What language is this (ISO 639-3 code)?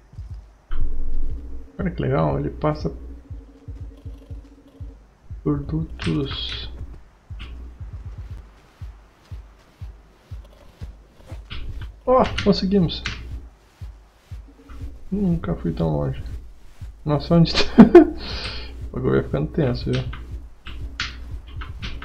por